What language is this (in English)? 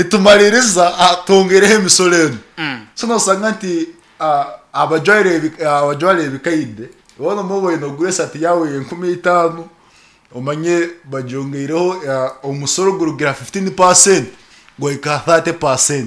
Nyankole